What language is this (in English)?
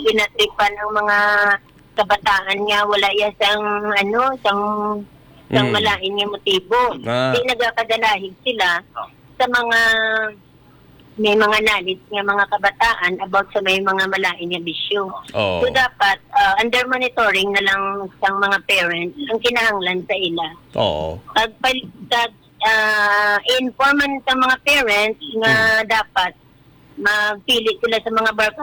Hiligaynon